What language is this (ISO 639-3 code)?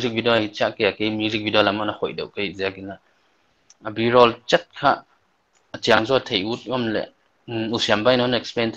pck